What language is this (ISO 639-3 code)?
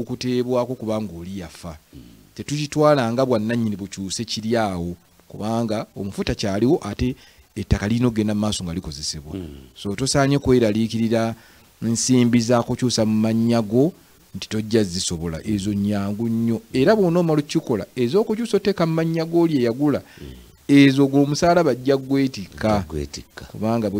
lug